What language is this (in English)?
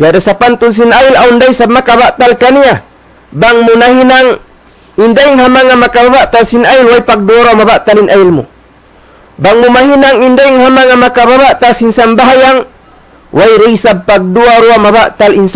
Tausug